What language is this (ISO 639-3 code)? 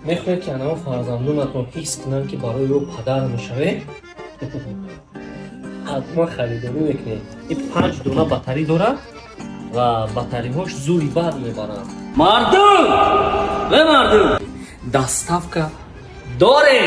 tgk